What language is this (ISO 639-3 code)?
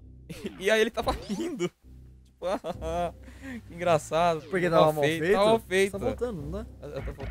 por